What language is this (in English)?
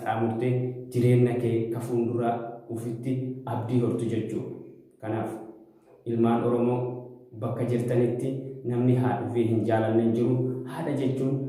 Oromo